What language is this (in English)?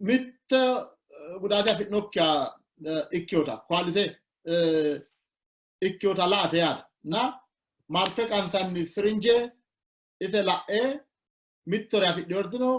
Sidamo